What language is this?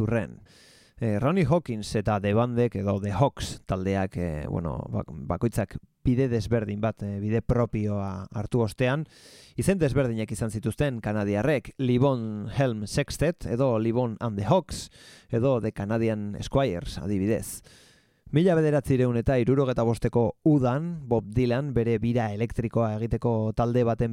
Basque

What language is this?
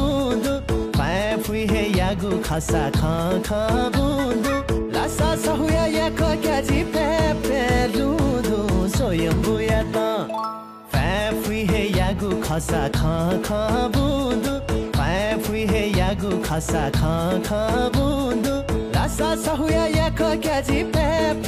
Newari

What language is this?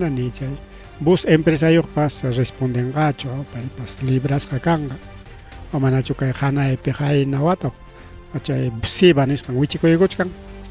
Ayacucho Quechua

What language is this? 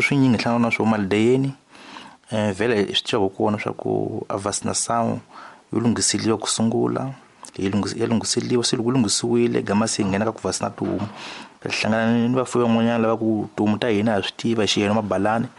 Tsonga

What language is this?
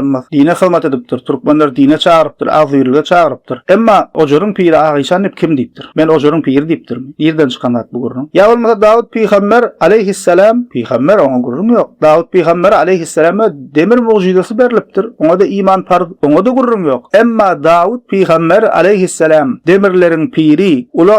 Turkmen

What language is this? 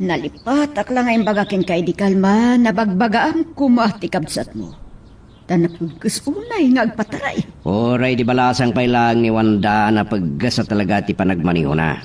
Iloko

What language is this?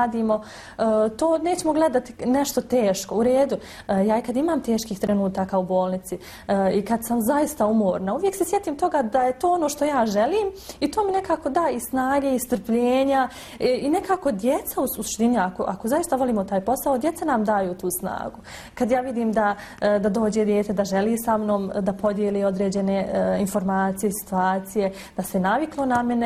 Bosnian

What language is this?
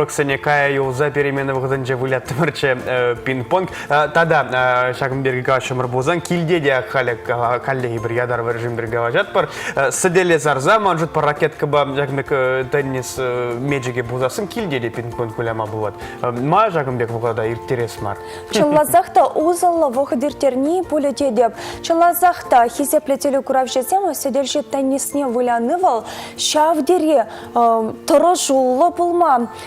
Chuvash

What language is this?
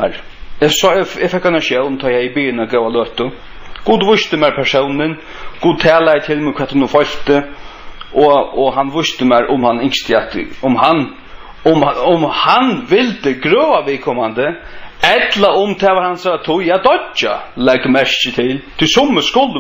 Faroese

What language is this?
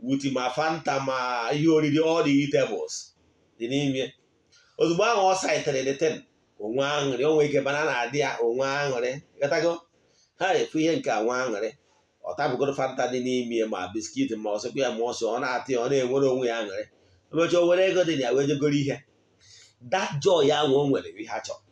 Igbo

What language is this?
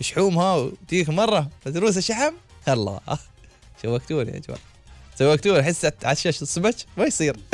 Gulf Arabic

